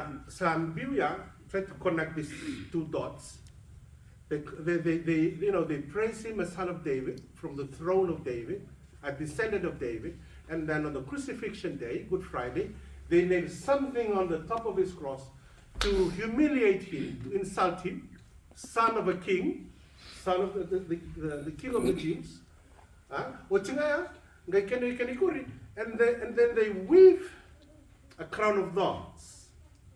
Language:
Fijian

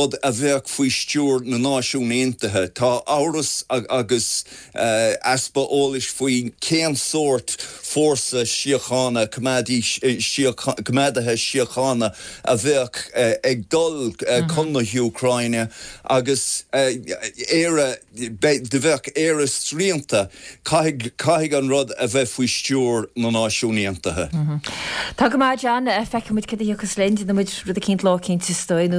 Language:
Irish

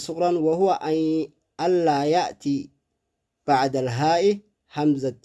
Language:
Oromo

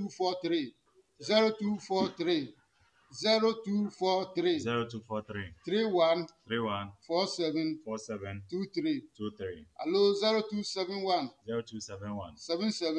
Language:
Adangme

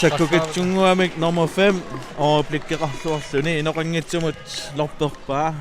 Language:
Kalaallisut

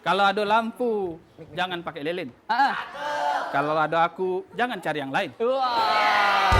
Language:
Musi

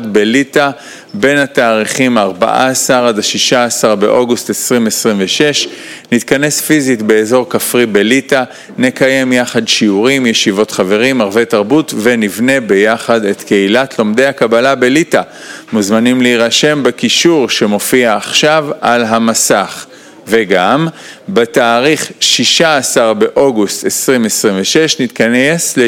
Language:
Hebrew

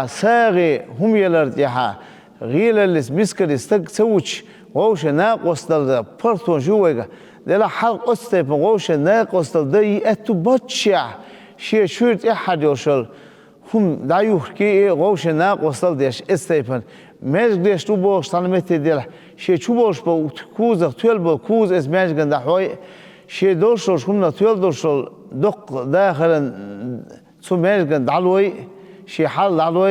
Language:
Chechen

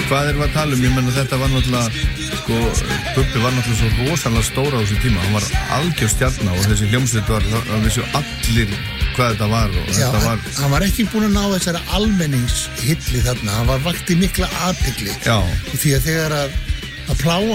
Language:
Icelandic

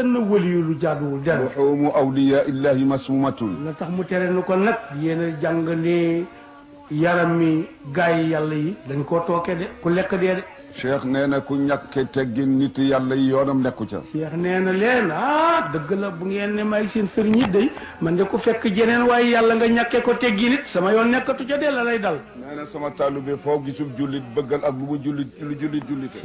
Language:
Wolof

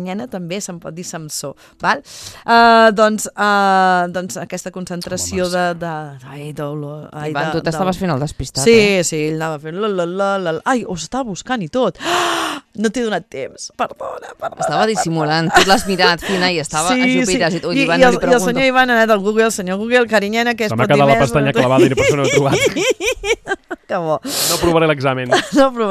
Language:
Catalan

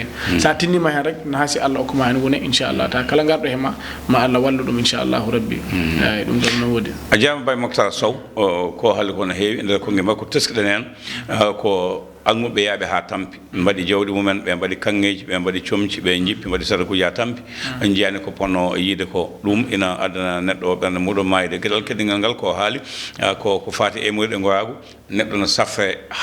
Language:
Fula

